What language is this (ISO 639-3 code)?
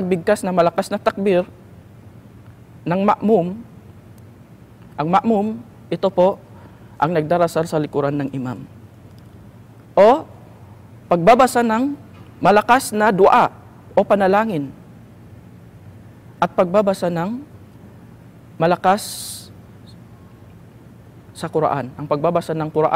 fil